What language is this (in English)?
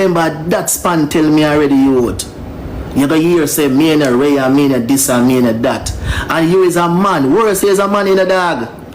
Jamaican Creole English